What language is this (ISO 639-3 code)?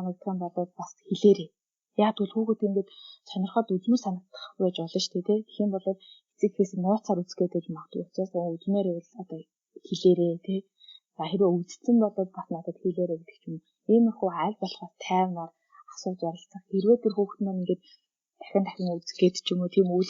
mon